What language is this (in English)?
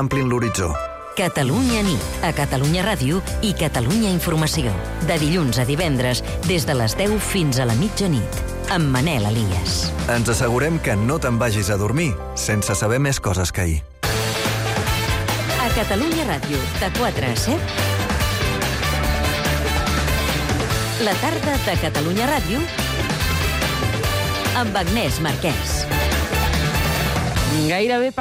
Catalan